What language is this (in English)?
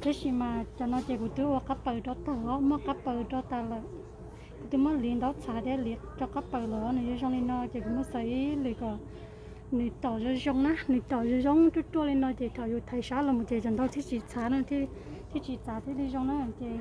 Hmong